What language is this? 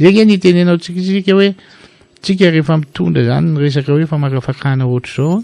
Malagasy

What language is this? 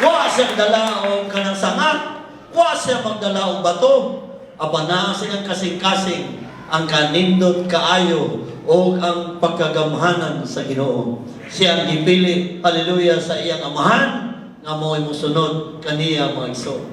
Cebuano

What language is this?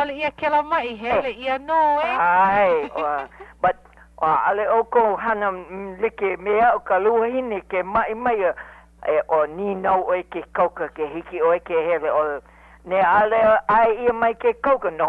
Hawaiian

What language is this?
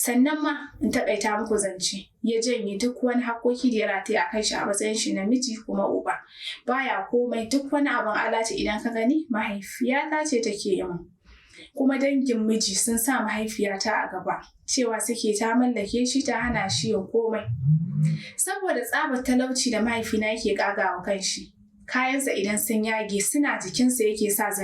Hausa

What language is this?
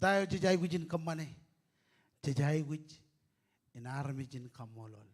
Marshallese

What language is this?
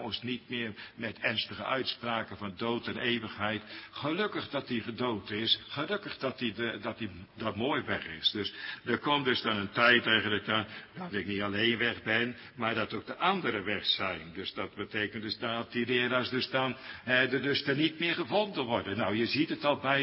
Dutch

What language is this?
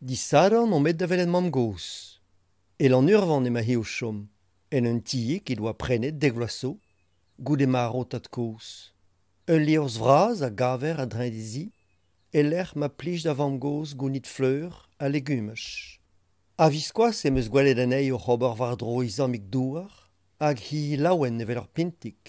Breton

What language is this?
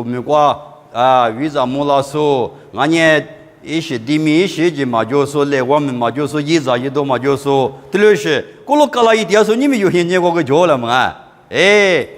Lisu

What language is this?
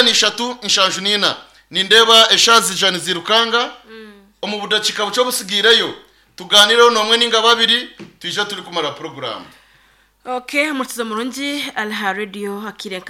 Nyankole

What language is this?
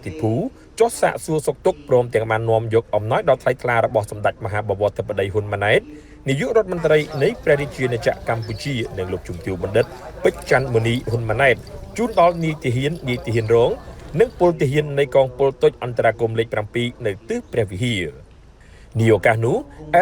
Khmer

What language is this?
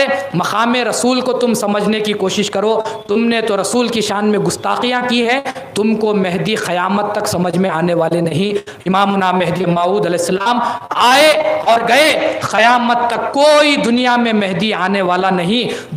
Urdu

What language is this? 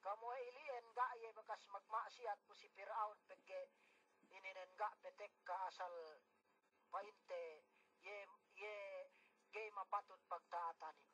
Yakan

